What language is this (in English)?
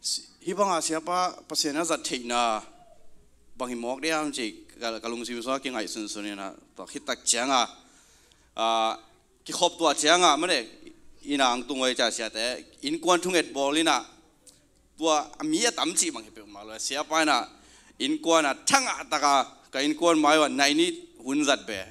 Tedim Chin